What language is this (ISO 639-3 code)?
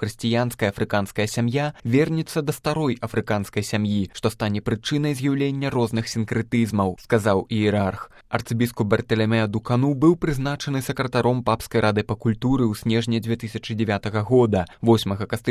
bel